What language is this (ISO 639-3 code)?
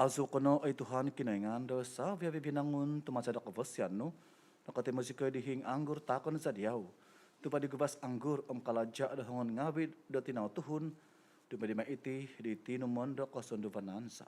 dtp